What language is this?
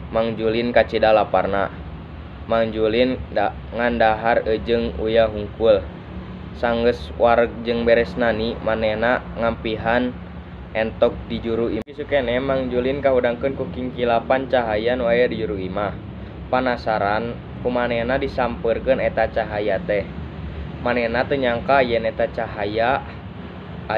Sundanese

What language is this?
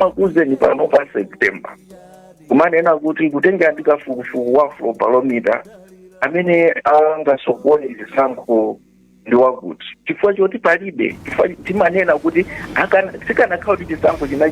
Nyanja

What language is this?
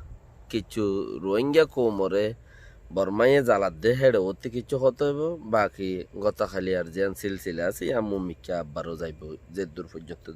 Rohingya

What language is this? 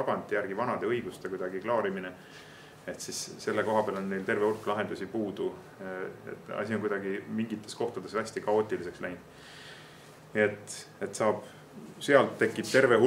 Estonian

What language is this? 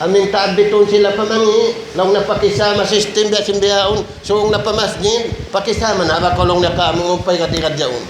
Tausug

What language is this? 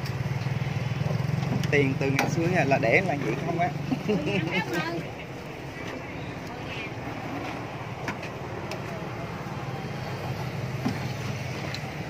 Vietnamese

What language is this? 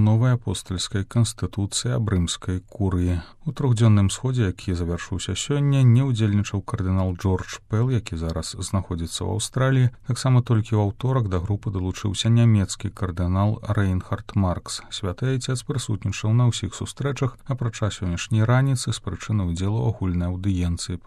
Belarusian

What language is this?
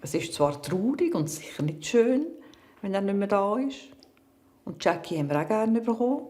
Swiss German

